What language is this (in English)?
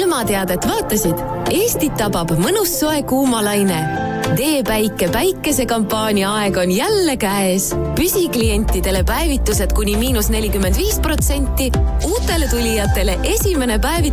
Estonian